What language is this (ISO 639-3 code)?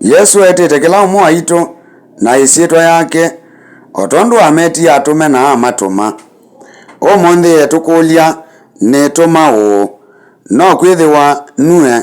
kam